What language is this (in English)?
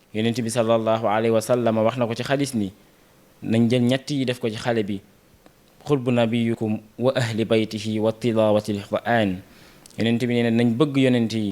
Wolof